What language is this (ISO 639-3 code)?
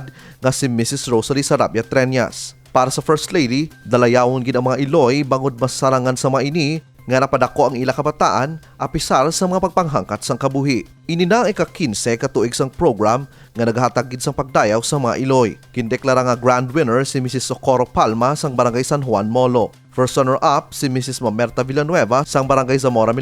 hil